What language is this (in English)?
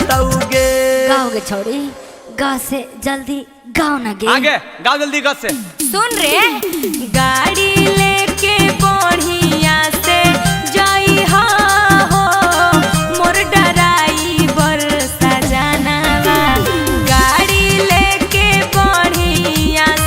Magahi